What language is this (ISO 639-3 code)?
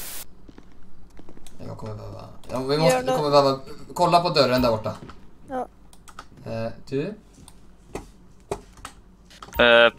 swe